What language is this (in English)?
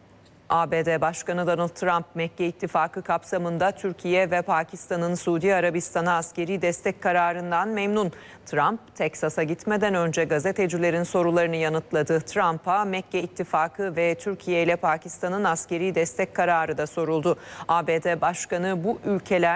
Turkish